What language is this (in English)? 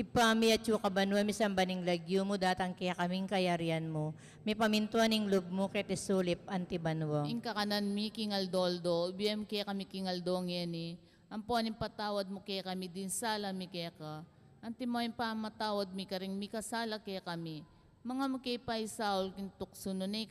Pampanga